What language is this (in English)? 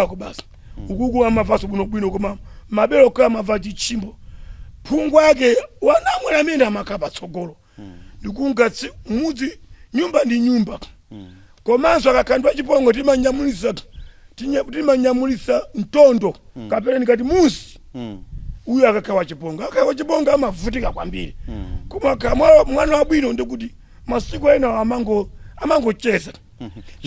Nyanja